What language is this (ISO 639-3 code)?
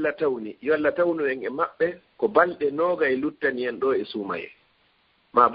ful